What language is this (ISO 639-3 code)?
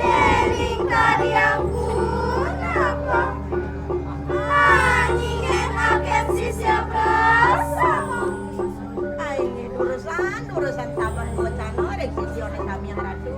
ban